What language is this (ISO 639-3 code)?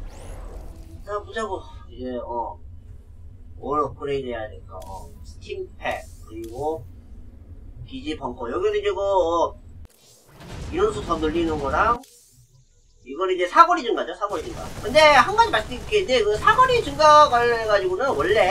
kor